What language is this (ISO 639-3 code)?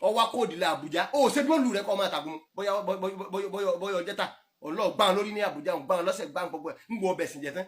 yor